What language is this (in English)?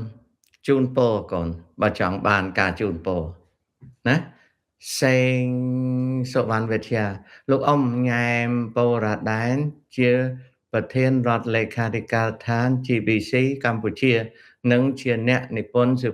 Khmer